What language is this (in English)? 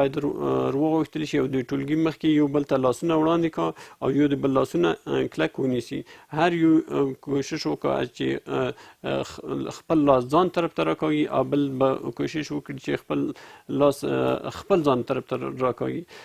Pashto